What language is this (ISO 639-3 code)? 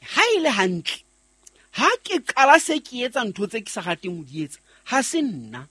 sot